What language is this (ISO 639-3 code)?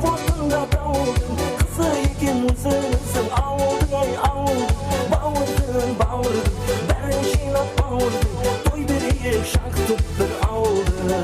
kaa